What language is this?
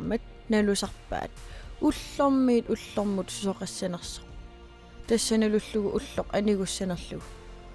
Kalaallisut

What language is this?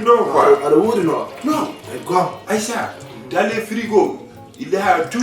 Fula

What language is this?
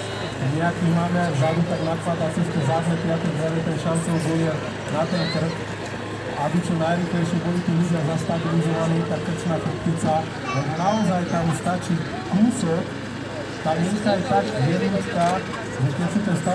Slovak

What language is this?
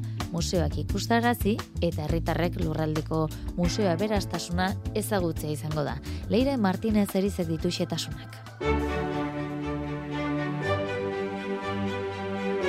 Basque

